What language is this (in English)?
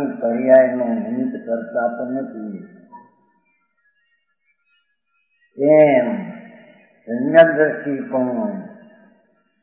Gujarati